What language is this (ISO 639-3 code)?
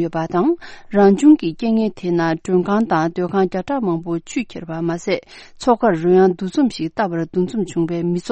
bod